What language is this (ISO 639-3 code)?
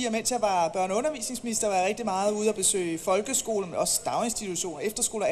dan